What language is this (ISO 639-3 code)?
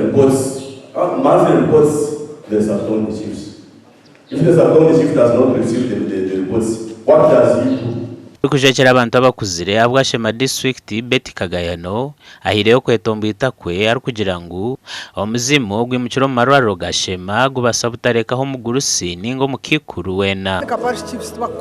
nyn